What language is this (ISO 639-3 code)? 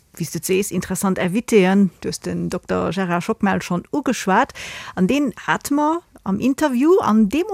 ltz